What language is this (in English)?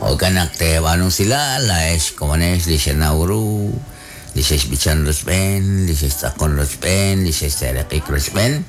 Kekchí